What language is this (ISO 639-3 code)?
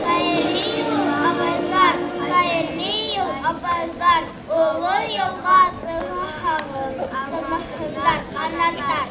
bak